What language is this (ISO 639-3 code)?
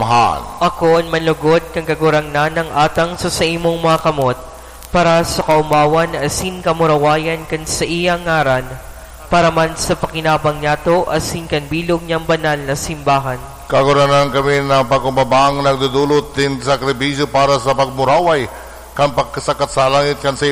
bik